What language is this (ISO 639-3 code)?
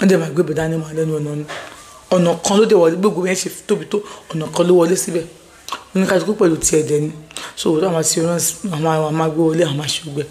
yor